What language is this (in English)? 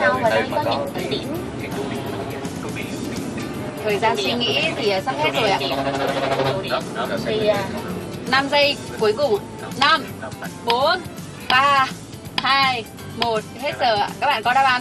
Vietnamese